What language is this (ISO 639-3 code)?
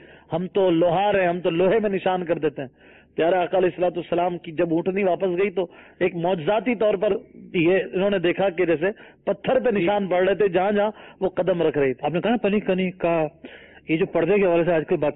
urd